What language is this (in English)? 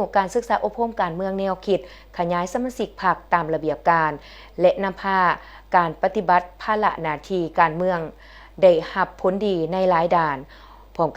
Lao